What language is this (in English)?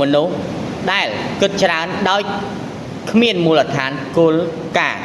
Khmer